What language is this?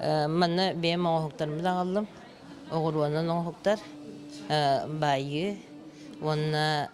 Yakut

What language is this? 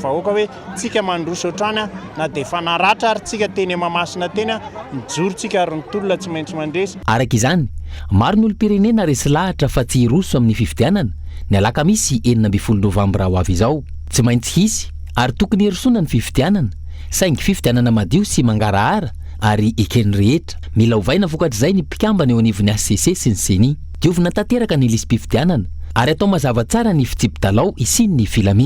Malagasy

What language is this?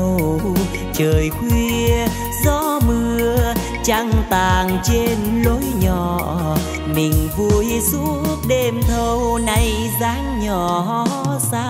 Vietnamese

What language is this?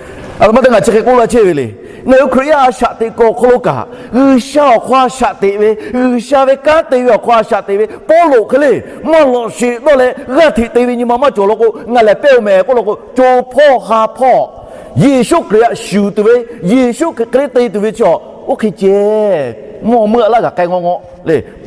Lahu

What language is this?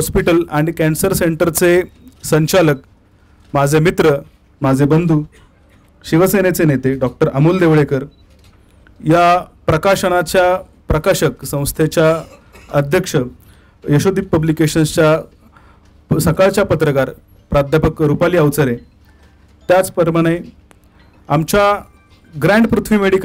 Marathi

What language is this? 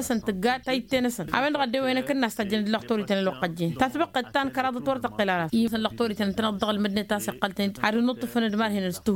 Tamasheq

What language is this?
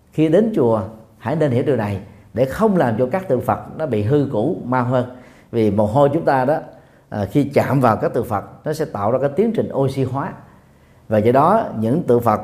Vietnamese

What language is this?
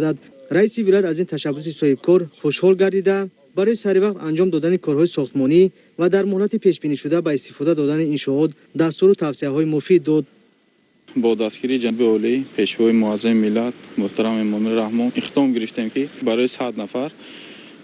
Tajik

